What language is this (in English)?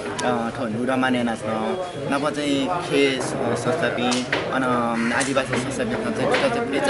Newari